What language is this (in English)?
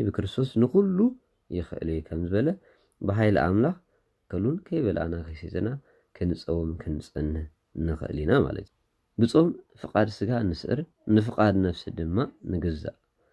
Tigrinya